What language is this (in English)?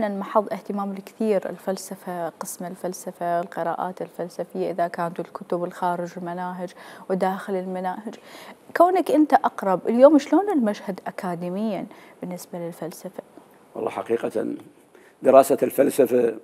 Mesopotamian Arabic